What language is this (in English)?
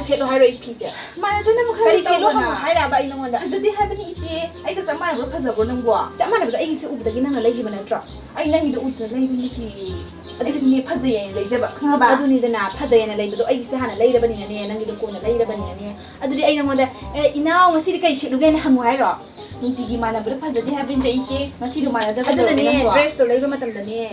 Manipuri